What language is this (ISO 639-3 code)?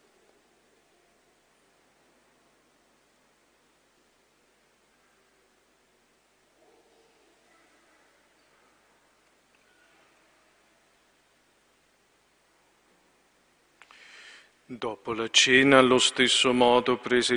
ita